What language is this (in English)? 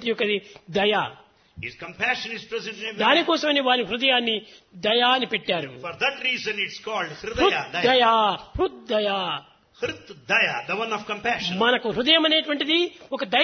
Telugu